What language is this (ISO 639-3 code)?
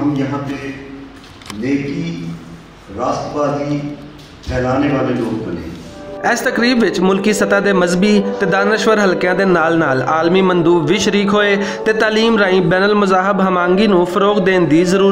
lah